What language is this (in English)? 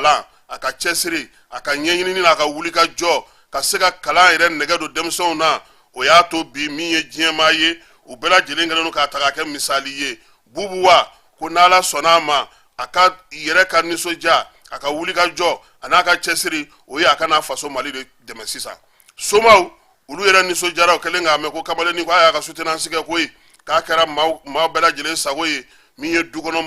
Bambara